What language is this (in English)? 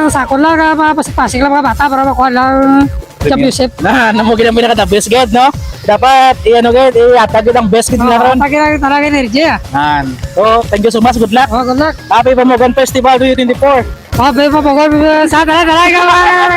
Hiligaynon